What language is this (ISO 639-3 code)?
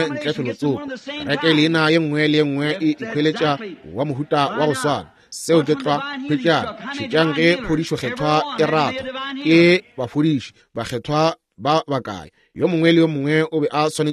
nso